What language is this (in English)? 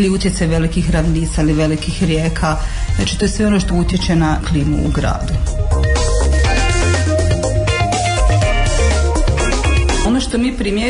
Croatian